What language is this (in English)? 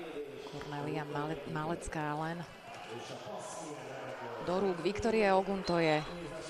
Slovak